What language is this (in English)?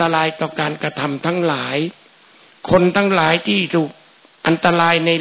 Thai